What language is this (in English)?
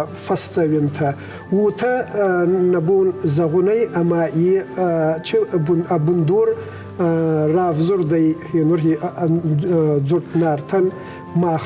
Ossetic